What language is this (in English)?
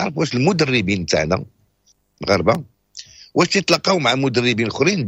Moroccan Arabic